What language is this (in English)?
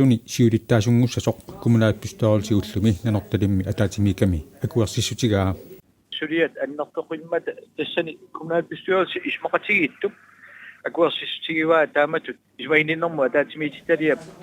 Kalaallisut